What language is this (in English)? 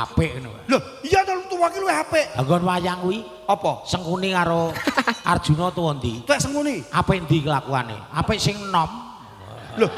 Javanese